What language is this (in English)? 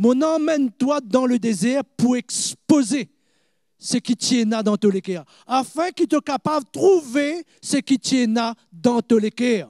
Morisyen